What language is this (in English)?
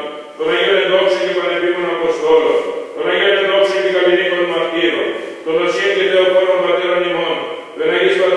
Greek